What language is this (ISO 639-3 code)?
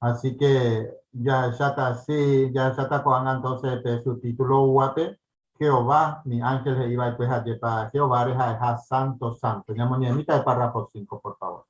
grn